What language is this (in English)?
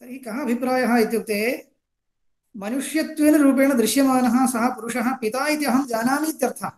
Sanskrit